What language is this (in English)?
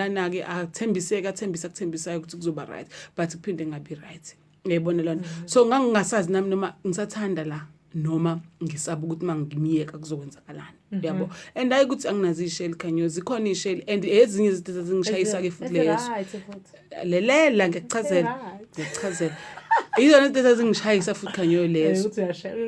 Zulu